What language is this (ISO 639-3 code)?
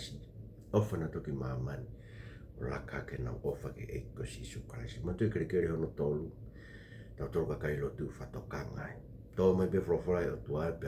ton